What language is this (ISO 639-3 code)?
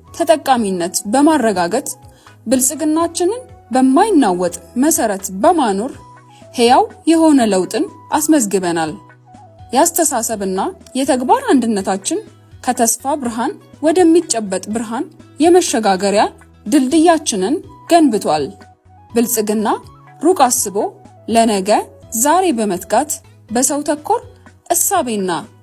amh